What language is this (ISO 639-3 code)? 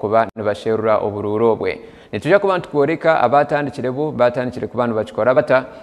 nyn